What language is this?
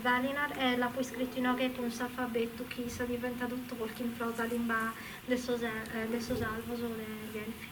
Sardinian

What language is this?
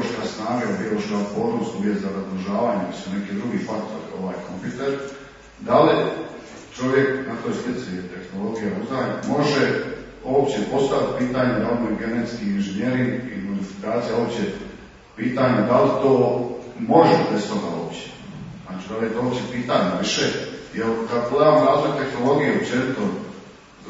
Croatian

